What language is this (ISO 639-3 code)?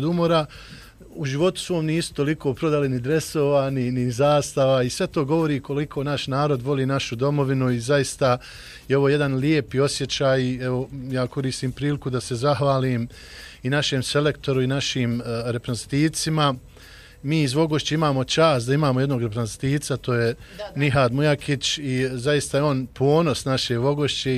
bos